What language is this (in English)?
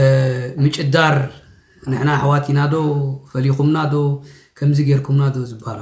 Tigrinya